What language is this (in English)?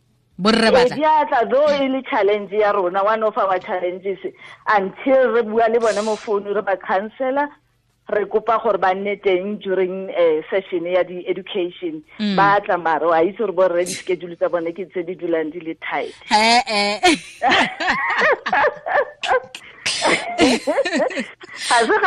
Tswana